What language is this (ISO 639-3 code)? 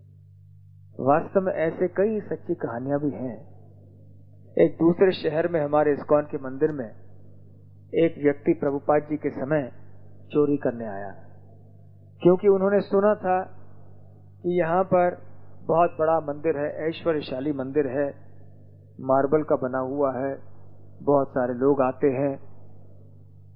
hin